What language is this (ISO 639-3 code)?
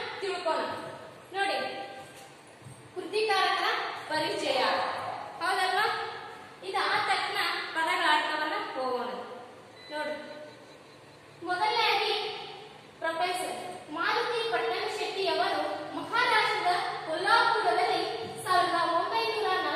kan